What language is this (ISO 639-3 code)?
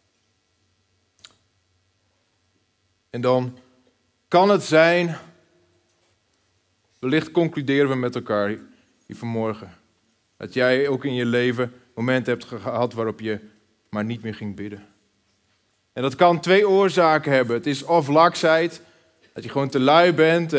nld